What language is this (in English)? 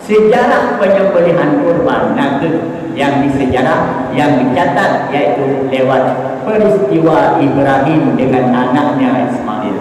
Achinese